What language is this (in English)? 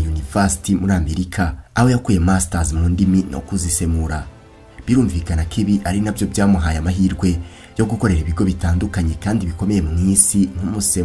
Kinyarwanda